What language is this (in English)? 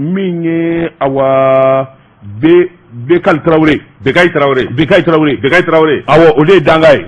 Bambara